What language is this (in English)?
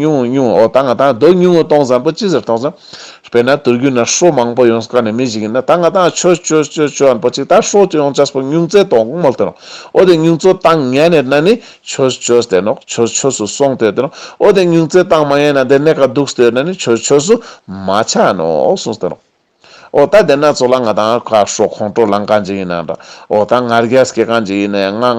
Ladakhi